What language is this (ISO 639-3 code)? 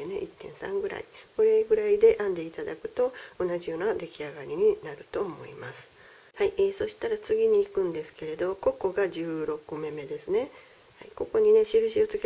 jpn